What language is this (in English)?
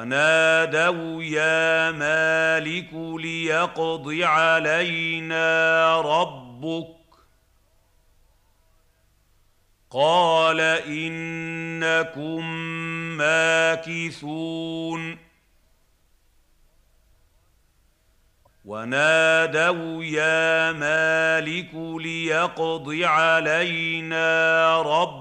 Arabic